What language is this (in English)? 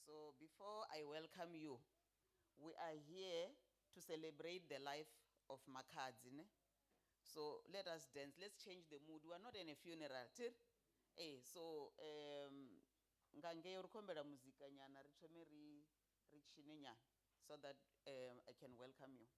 Venda